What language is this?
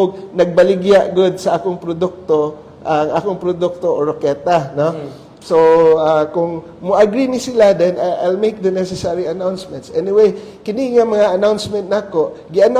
Cebuano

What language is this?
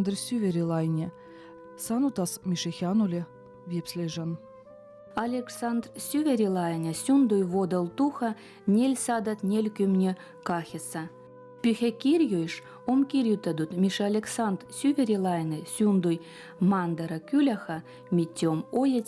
Veps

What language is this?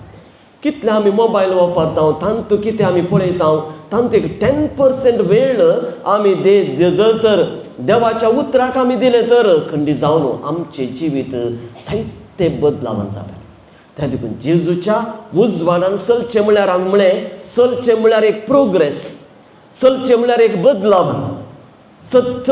Konkani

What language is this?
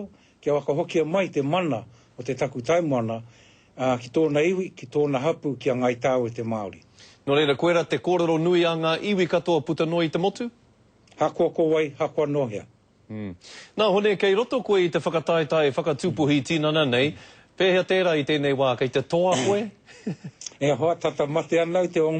Māori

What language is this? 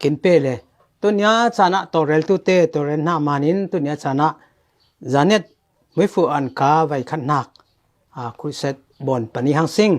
Falam Chin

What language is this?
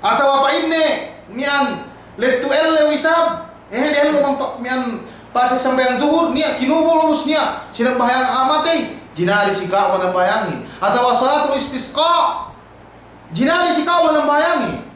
Yakan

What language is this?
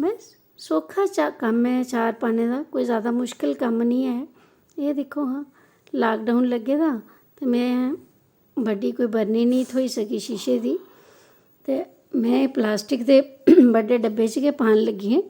Dogri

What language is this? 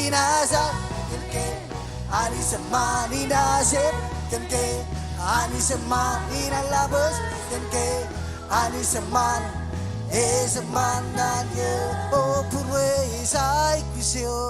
Marshallese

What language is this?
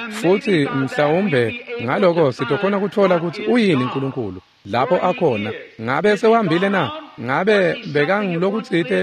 Swati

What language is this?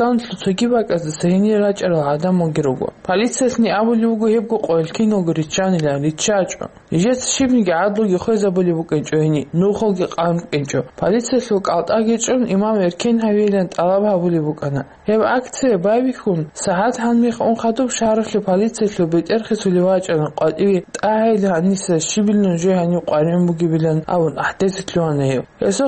Avaric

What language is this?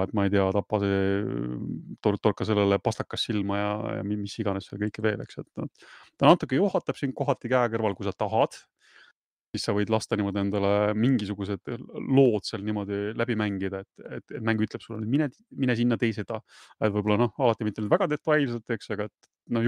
Estonian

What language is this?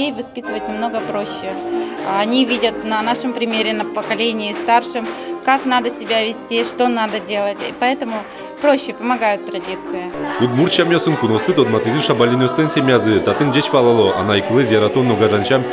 Udmurt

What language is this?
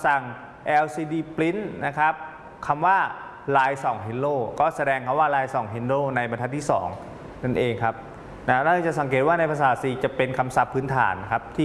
Thai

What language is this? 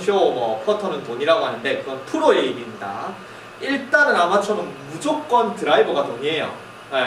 Korean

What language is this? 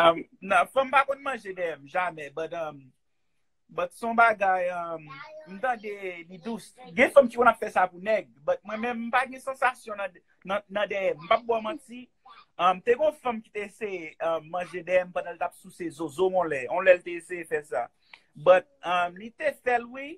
Haitian Creole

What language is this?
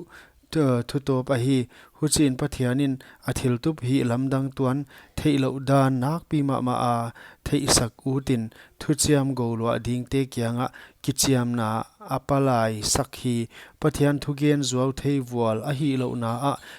Paite Chin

